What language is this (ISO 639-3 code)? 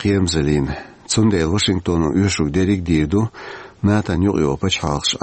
che